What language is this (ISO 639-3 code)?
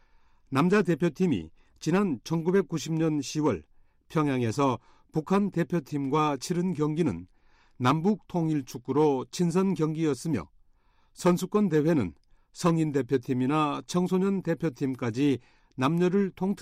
kor